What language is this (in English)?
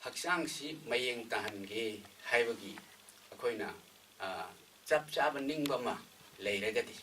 Manipuri